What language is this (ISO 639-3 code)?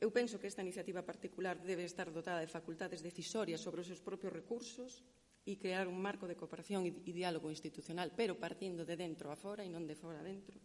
glg